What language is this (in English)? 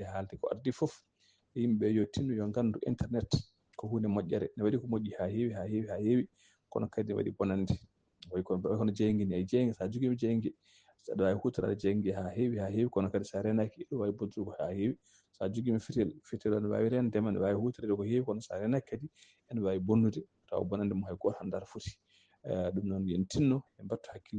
Fula